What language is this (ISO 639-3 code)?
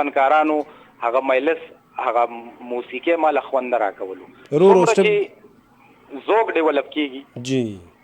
pus